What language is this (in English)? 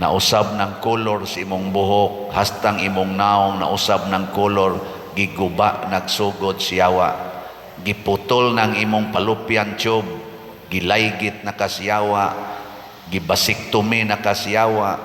Cebuano